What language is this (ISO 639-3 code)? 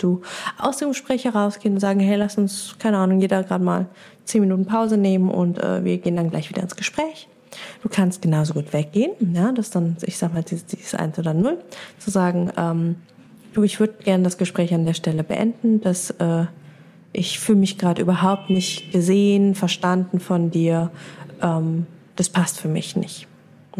deu